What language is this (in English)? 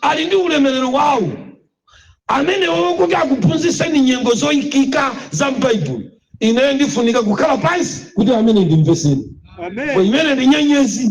Nyanja